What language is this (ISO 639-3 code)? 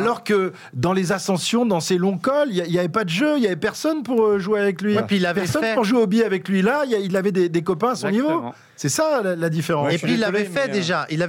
fra